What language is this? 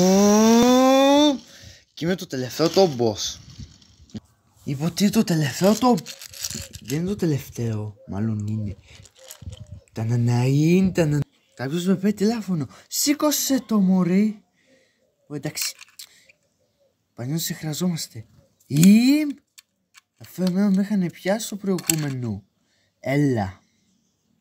Greek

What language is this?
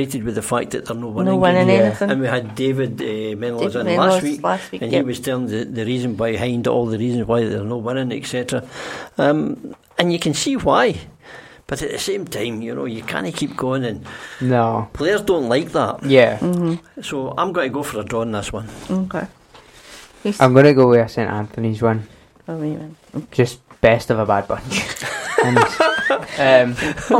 English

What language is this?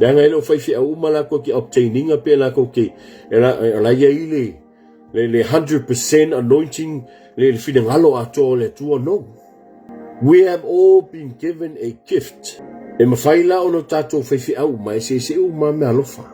Samoan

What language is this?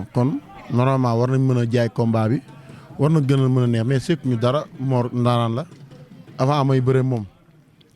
Wolof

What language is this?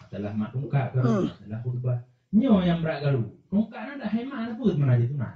Achinese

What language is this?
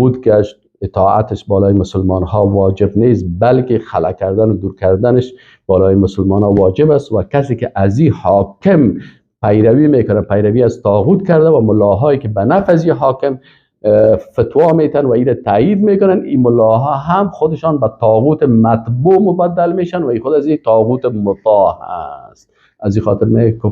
Persian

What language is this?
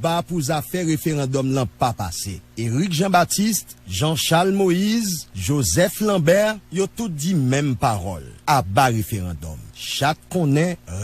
Haitian Creole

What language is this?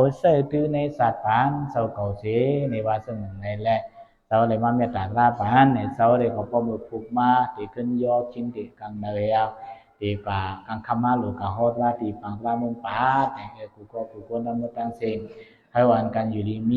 Shan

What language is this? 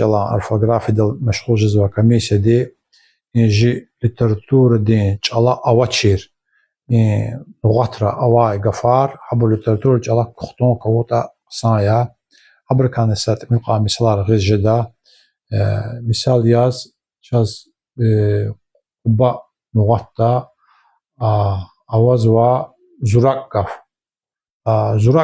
Lezghian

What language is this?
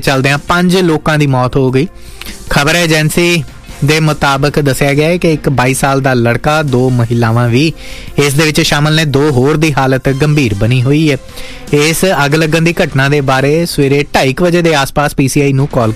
Punjabi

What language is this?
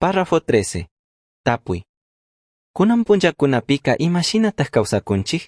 Chimborazo Highland Quichua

